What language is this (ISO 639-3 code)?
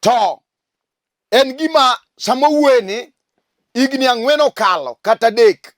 luo